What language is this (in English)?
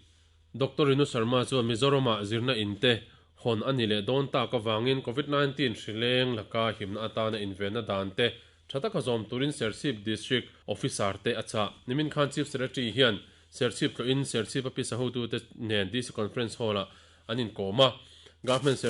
Mizo